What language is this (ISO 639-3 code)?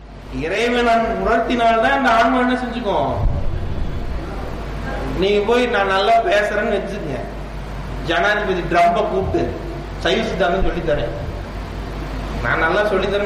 tam